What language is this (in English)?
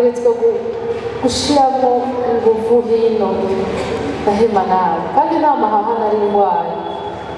Rundi